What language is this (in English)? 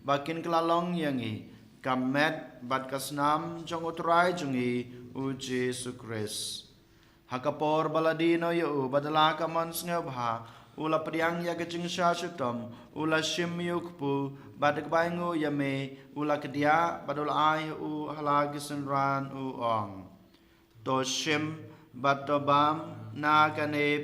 Khasi